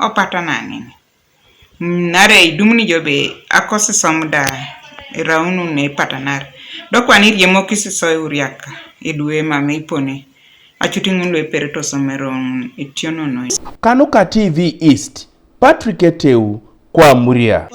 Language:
Teso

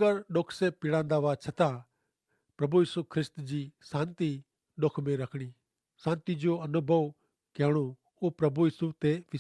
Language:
Kachhi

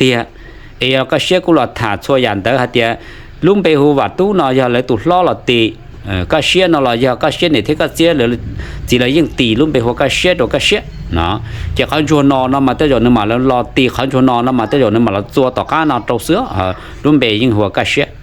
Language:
Hmong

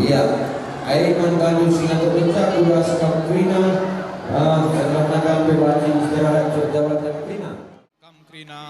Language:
Batak Karo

